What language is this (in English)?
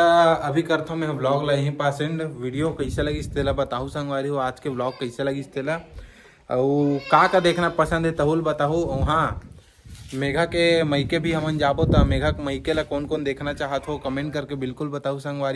Chhattisgarhi